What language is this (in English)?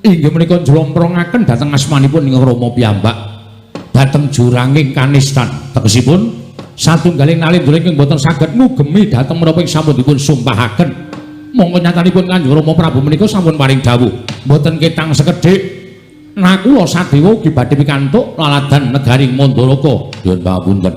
Javanese